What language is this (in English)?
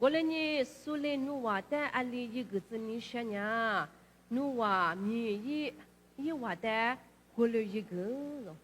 Lisu